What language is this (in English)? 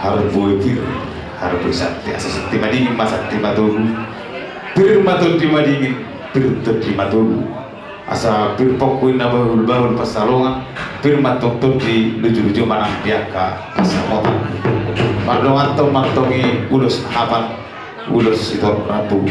Batak Toba